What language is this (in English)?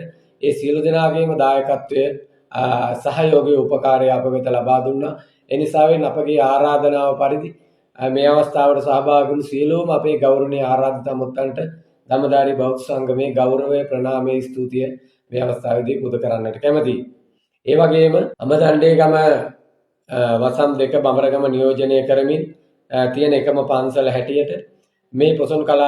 Sinhala